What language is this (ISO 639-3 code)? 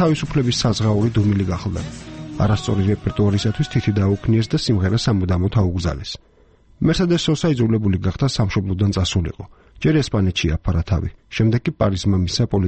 kat